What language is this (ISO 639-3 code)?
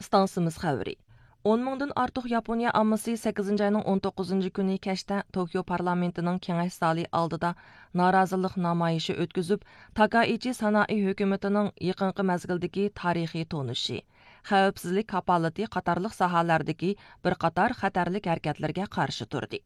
uig